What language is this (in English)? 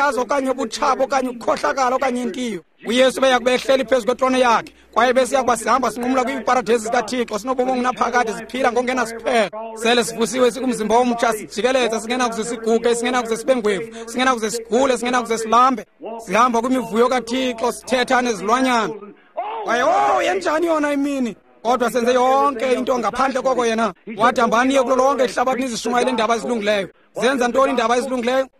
Xhosa